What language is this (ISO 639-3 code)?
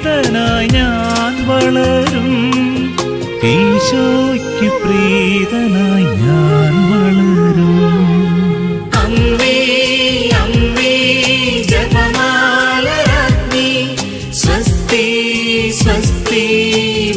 mal